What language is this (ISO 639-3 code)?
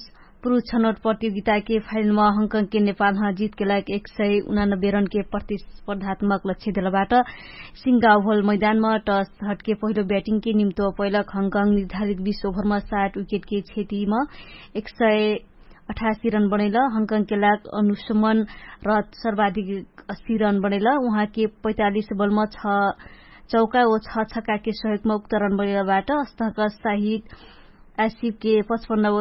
thl